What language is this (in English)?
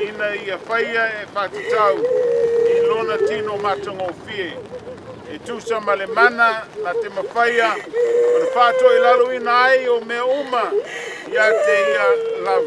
Samoan